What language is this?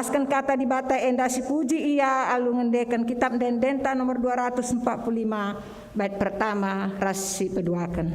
Batak Karo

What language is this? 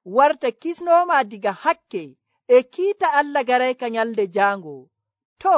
Nigerian Fulfulde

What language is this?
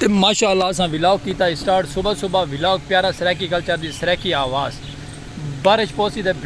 Saraiki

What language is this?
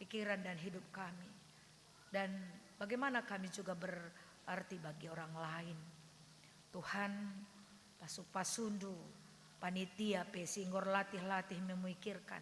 Batak Karo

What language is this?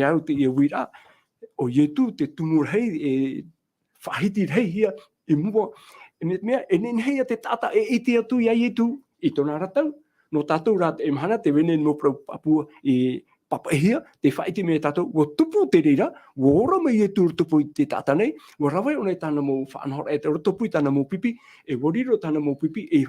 Tahitian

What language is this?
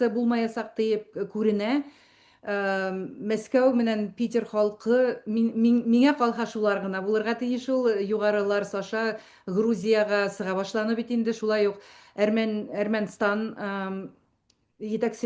Bashkir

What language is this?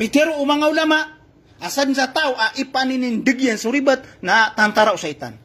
Maranao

